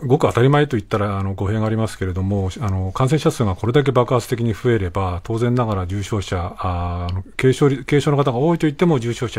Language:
Japanese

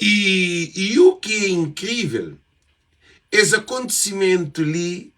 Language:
Kabuverdianu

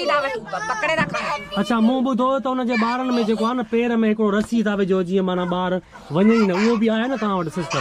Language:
Sindhi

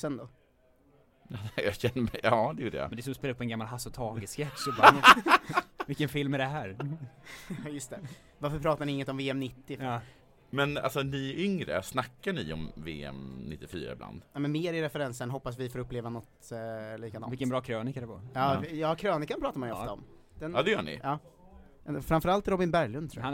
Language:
Swedish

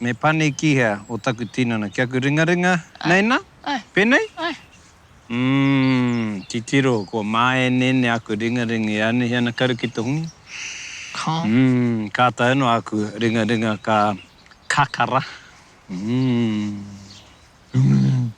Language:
Māori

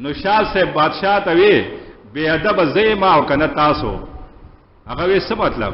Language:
Pashto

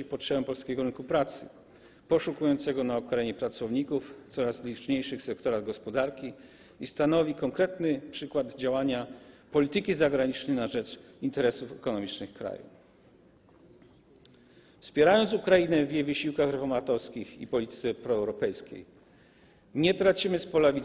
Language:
Polish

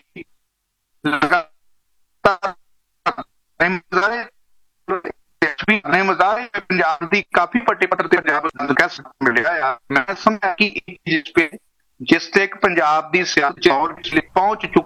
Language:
Punjabi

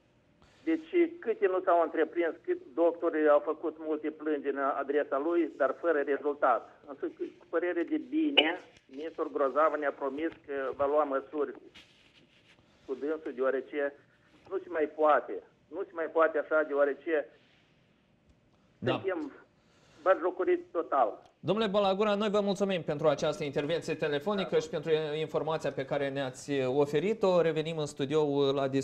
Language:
Romanian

